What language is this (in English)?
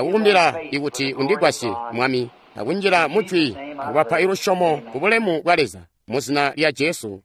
Tonga (Zambia)